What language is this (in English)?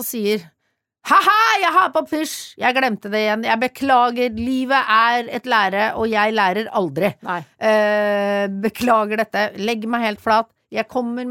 Norwegian